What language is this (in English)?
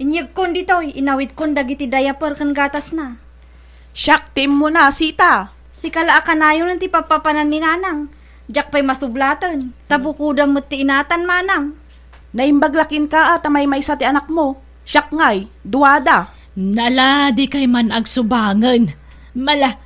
Iloko